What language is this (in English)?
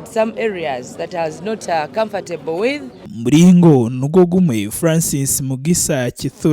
Nyankole